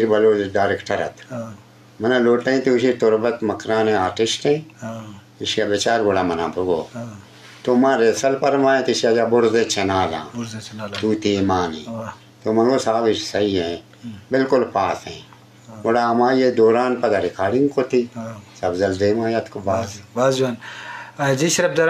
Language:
Eastern Balochi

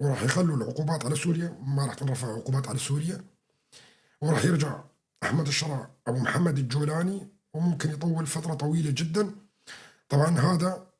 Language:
North Levantine Arabic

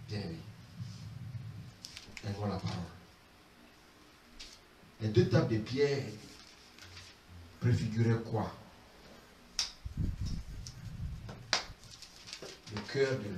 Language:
French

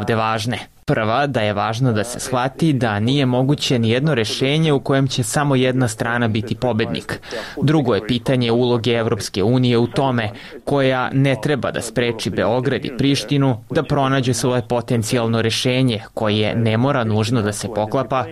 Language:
Serbian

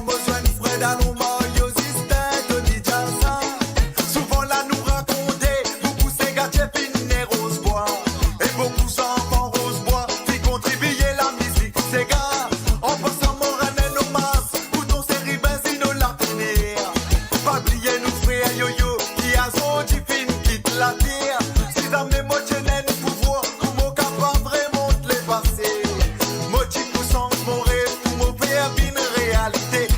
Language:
Morisyen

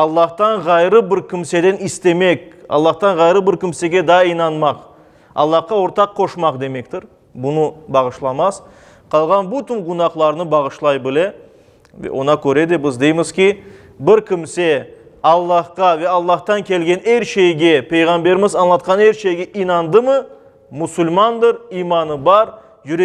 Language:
Crimean Tatar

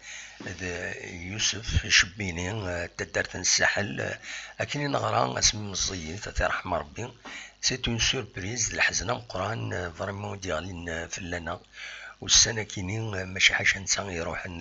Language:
Kabyle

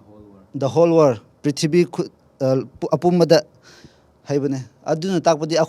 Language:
Manipuri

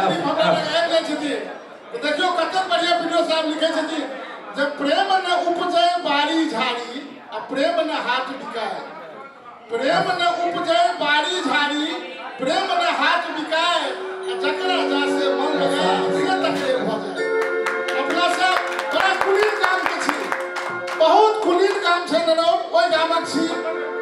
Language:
Maithili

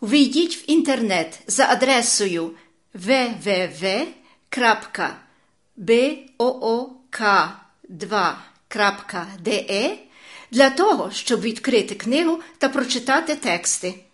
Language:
Albanian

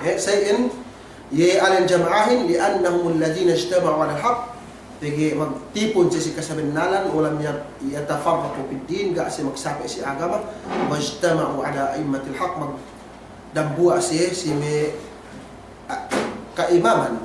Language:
Yakan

